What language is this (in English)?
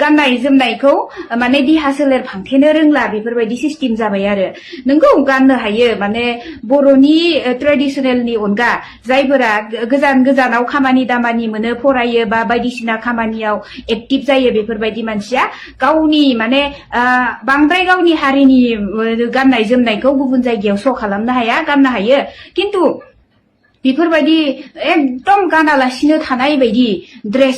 Bodo